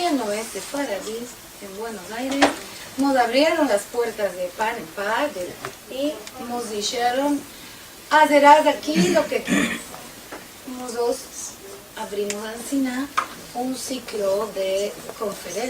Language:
Ladino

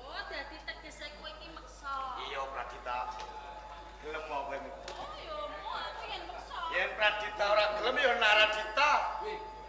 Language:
Javanese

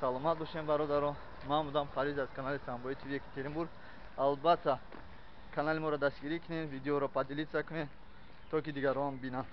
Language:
Tajik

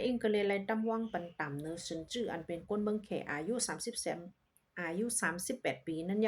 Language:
Shan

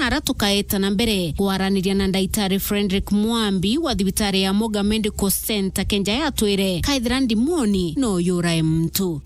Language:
Meru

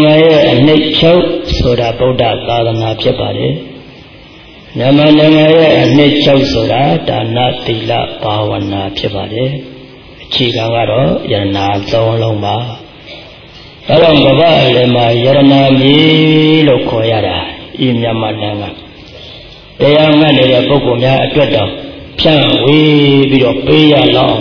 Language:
Burmese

